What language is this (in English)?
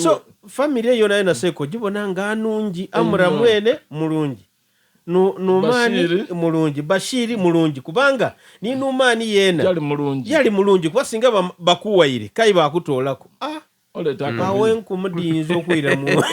Soga